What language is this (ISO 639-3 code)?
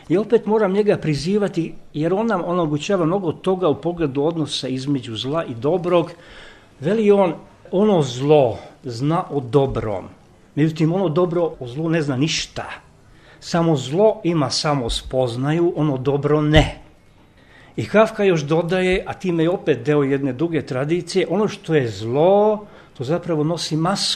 srp